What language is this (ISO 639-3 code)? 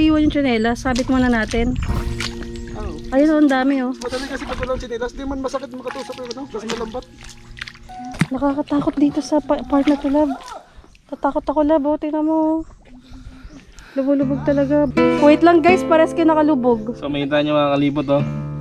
fil